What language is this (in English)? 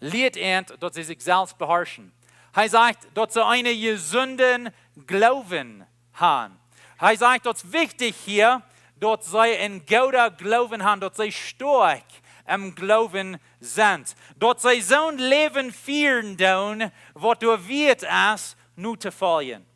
Plautdietsch